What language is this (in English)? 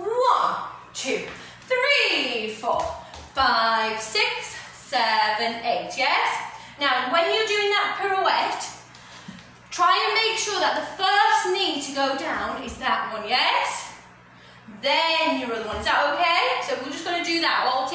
English